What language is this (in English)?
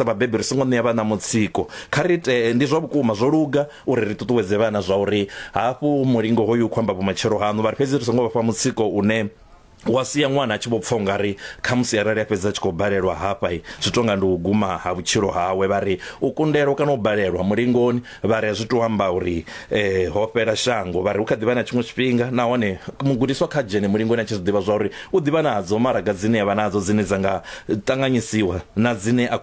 Venda